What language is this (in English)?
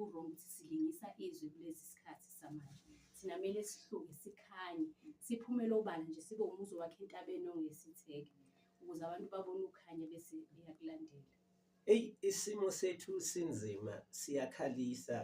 Zulu